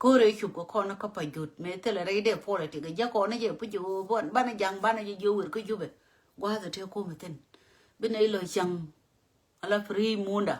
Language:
Nuer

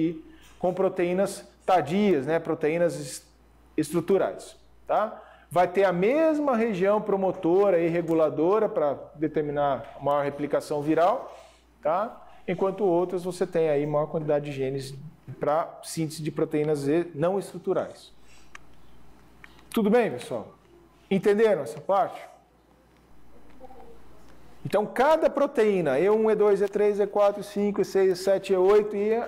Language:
Portuguese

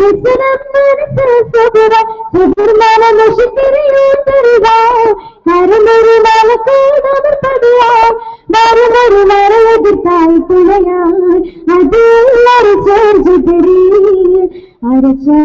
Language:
Malayalam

